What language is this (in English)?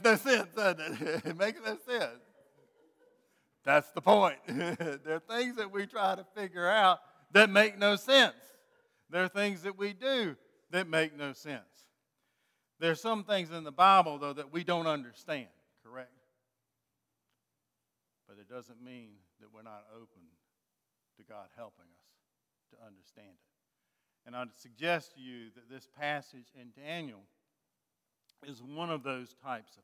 English